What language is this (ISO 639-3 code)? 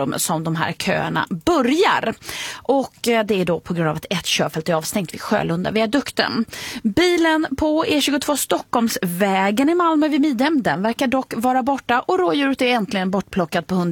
swe